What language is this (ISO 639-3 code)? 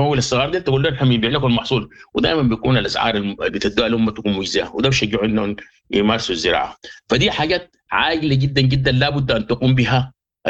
apd